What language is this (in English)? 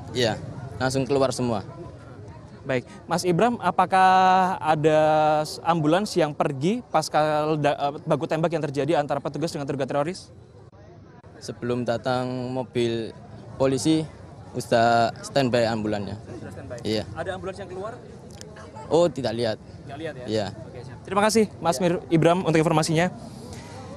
Indonesian